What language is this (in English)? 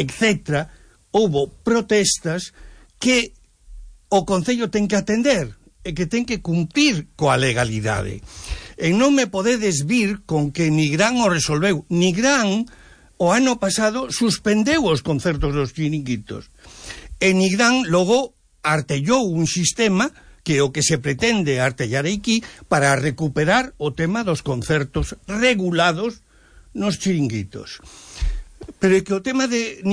Galician